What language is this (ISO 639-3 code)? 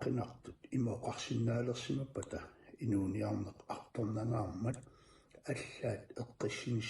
kal